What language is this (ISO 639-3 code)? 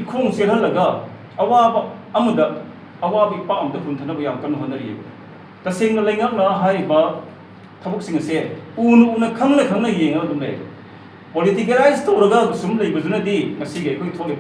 mni